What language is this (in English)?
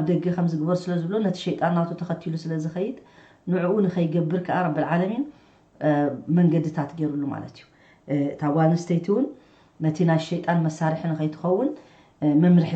Tigrinya